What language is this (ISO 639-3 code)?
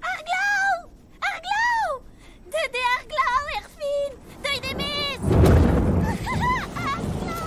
bre